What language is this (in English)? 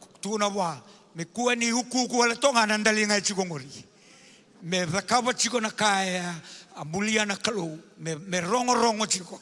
Fijian